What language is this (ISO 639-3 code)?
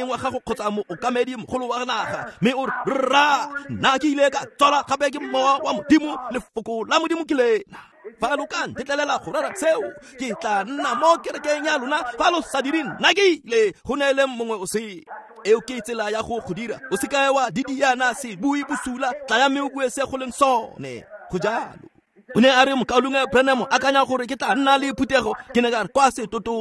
tsn